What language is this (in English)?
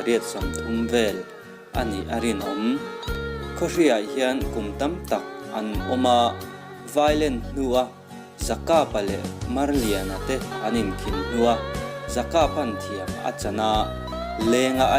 Mizo